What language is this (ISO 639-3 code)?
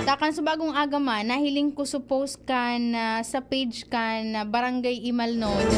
bik